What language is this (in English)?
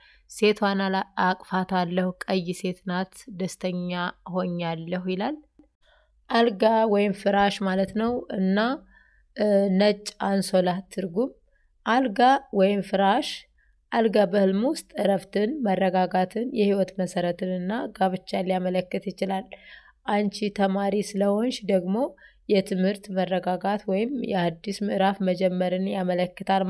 Amharic